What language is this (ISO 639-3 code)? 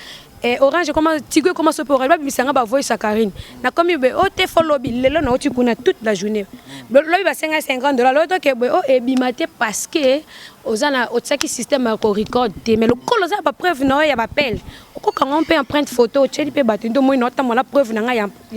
lin